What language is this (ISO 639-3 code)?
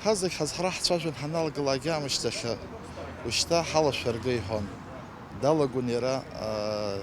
abk